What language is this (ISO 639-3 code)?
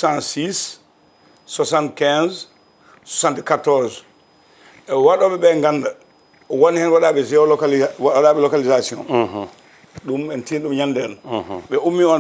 ful